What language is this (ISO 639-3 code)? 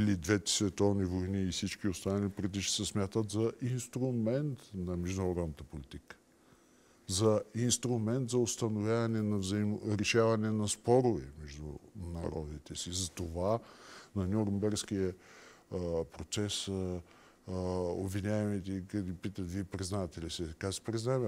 bul